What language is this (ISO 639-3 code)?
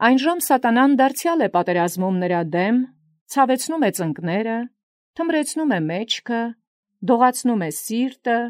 hye